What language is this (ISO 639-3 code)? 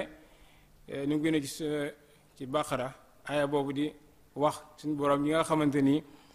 wol